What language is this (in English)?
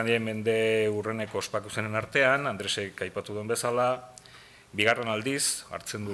Basque